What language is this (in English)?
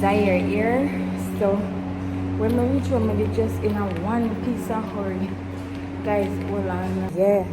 Jamaican Creole English